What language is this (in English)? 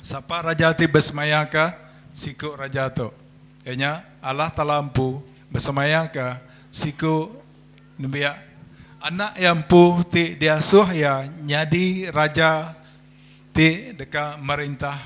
Iban